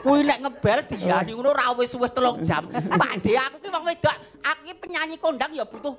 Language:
Javanese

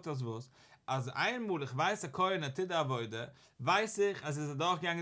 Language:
Yiddish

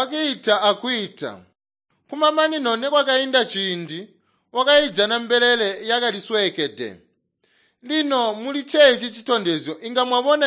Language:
Tonga (Zambia)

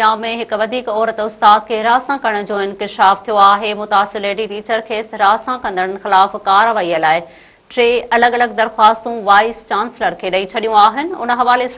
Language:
Sindhi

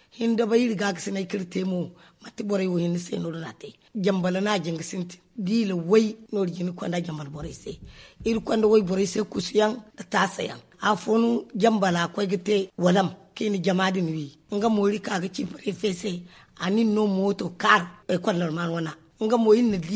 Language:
Zarma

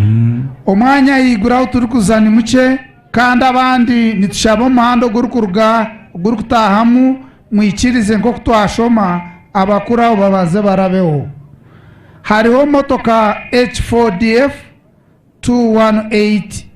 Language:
Nyankole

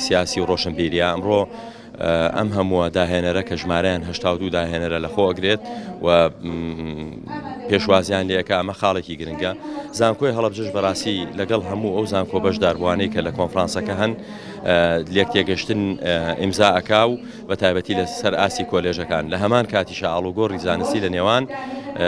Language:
Central Kurdish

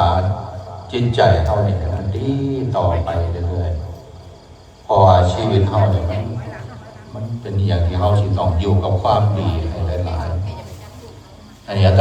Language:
Northeastern Thai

